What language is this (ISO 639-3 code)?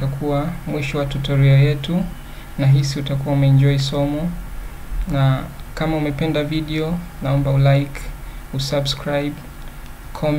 swa